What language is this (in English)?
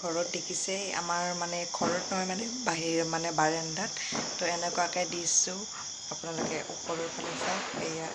Assamese